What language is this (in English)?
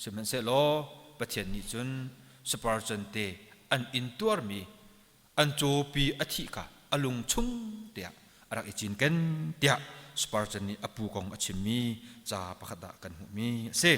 Hakha Chin